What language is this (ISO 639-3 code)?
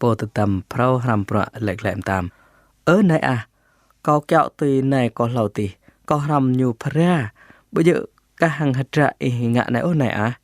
jra